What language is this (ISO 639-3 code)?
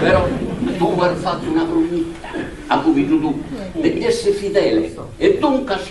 srd